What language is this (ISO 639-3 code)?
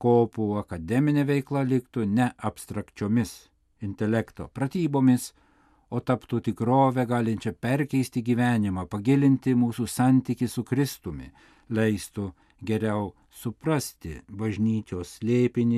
lit